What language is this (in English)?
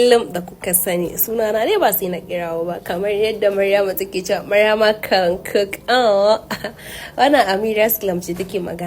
Hausa